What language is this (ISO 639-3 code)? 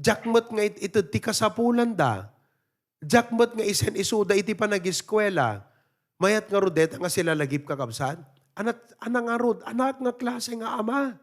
ilo